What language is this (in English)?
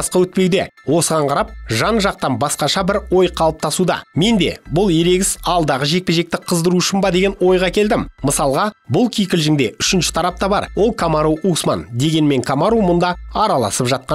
Kazakh